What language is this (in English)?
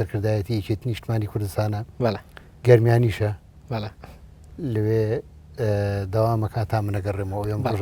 Central Kurdish